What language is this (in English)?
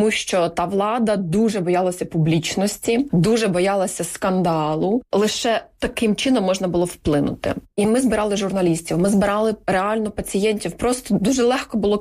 Ukrainian